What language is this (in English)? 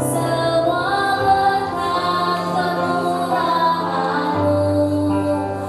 Nias